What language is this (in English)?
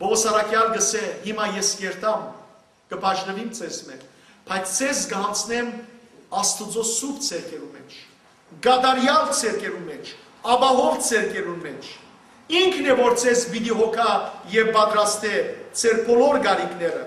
Western Armenian